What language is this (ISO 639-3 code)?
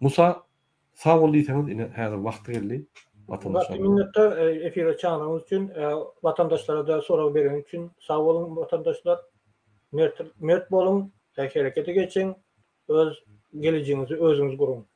tuk